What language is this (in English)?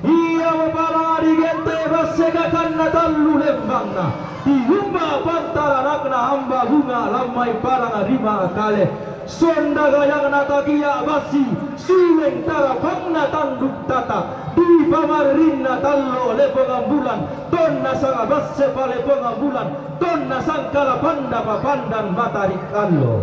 Toraja-Sa'dan